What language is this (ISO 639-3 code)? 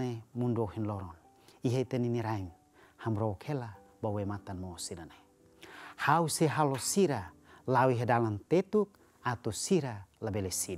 tet